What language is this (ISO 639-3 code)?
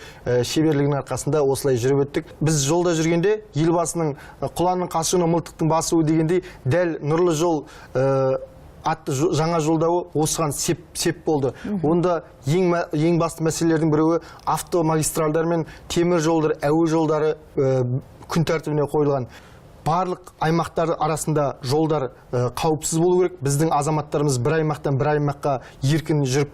kaz